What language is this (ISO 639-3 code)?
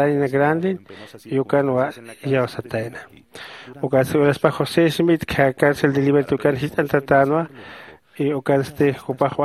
aym